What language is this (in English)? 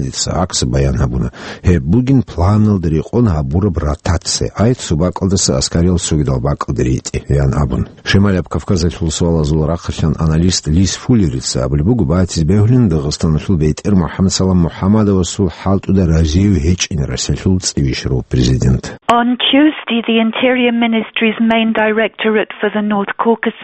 Avaric